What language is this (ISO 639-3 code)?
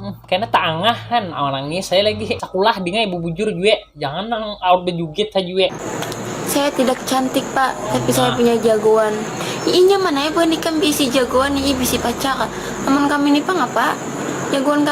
bjn